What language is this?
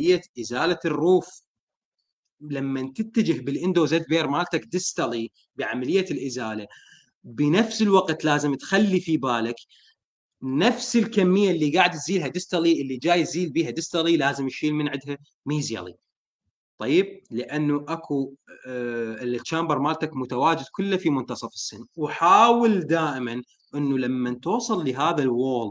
Mesopotamian Arabic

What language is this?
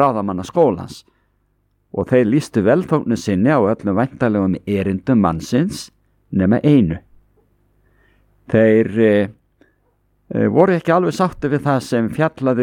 Icelandic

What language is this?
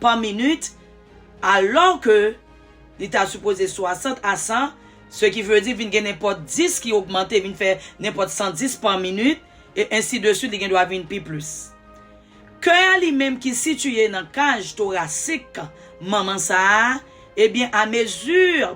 Haitian Creole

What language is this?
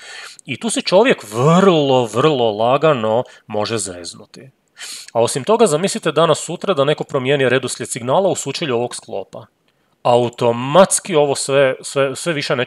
Croatian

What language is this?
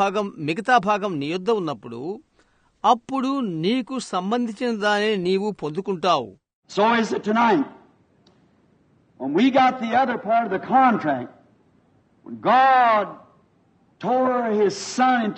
Telugu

